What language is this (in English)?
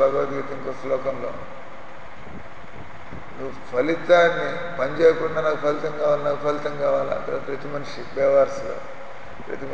Telugu